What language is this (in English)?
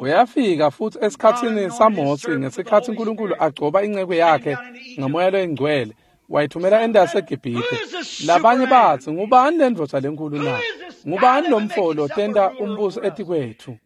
Swati